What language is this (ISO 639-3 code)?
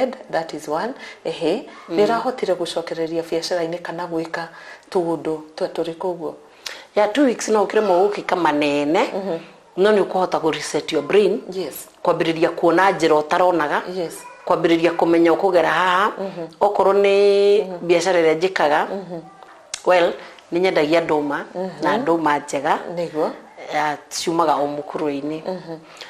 kik